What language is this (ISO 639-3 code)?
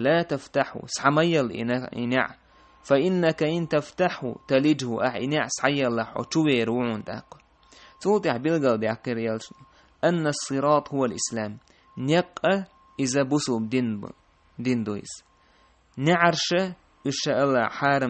che